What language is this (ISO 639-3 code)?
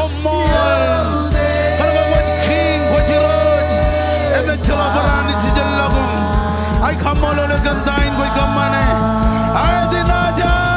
mah